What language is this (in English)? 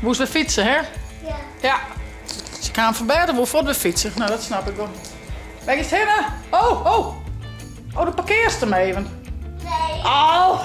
Western Frisian